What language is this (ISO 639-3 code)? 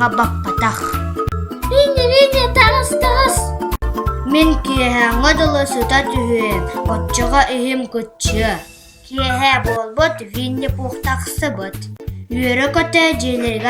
sah